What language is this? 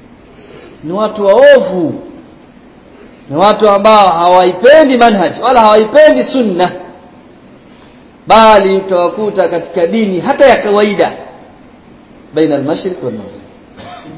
Swahili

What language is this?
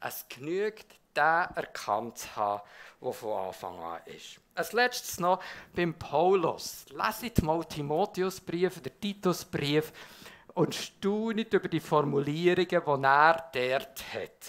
Swiss German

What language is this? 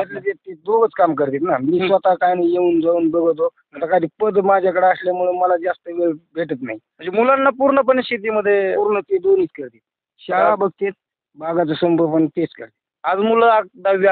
Marathi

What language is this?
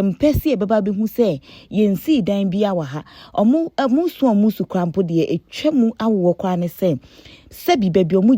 Akan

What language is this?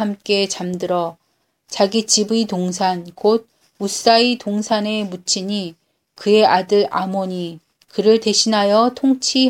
Korean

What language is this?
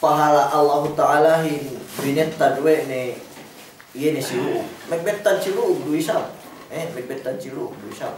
Yakan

